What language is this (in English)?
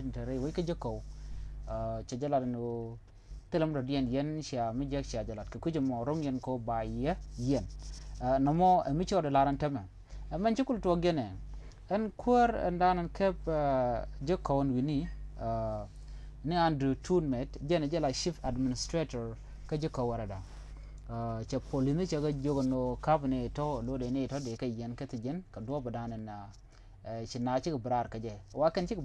Nuer